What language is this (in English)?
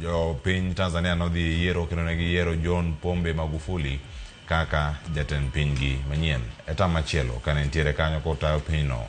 Luo (Kenya and Tanzania)